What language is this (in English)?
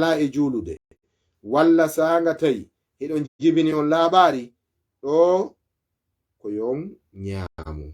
Fula